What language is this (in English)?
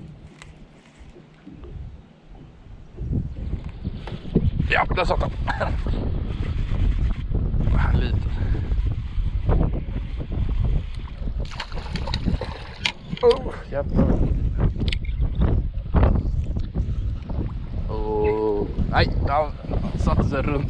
Swedish